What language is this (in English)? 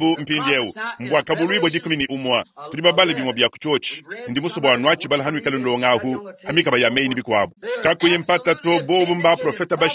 Luba-Lulua